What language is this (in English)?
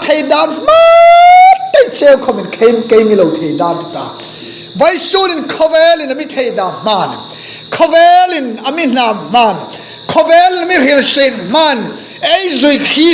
Hmar